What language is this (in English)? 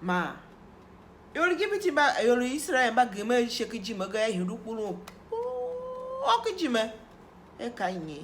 Tiv